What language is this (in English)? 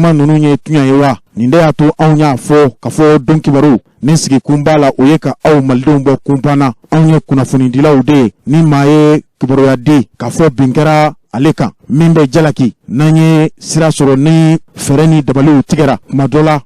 Bambara